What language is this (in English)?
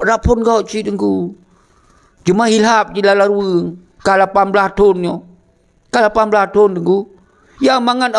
Achinese